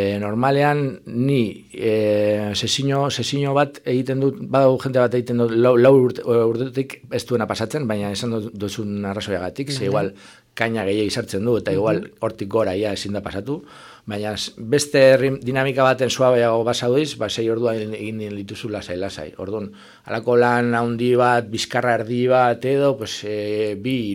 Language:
Basque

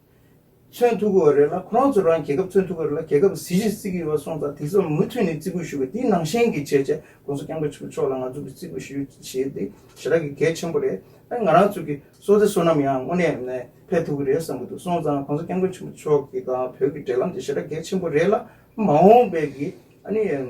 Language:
Tibetan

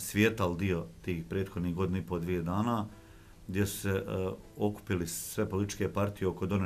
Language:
Bosnian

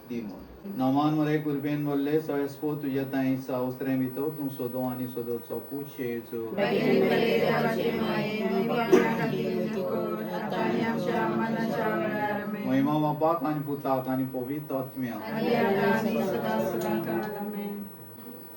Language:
Konkani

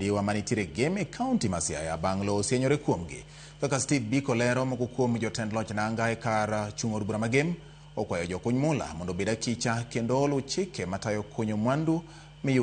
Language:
Luo (Kenya and Tanzania)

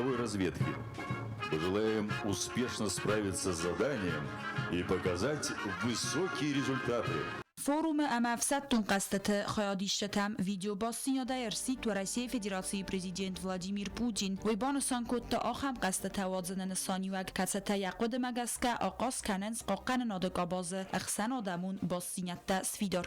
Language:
Ossetic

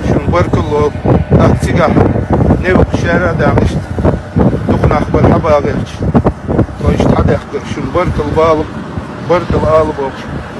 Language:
Chechen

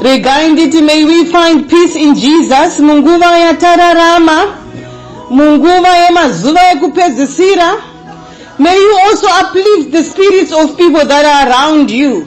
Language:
Shona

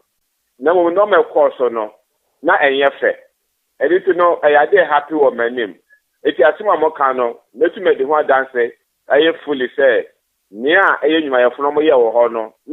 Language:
Akan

